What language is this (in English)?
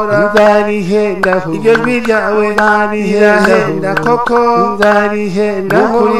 Kinyarwanda